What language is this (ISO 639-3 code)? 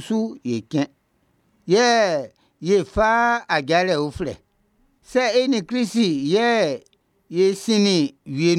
bci